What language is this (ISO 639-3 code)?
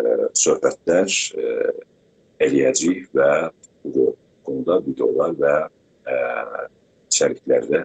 azb